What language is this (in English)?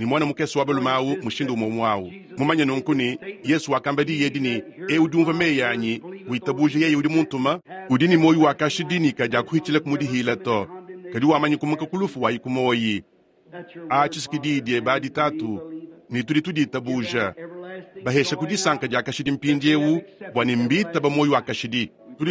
Luba-Lulua